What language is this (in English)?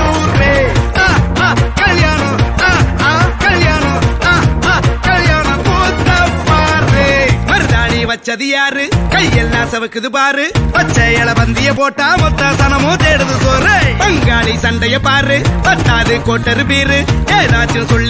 Tamil